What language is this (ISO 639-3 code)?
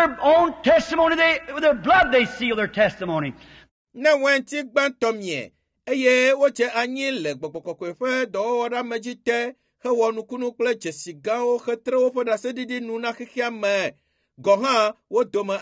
ewe